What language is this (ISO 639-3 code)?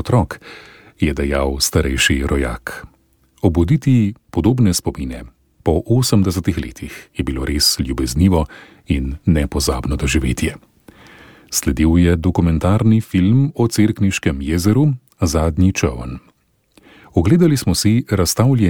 slv